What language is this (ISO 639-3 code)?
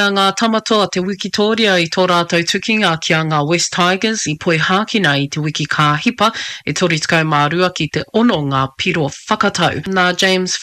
mri